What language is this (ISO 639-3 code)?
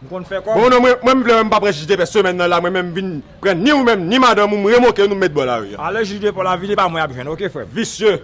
hat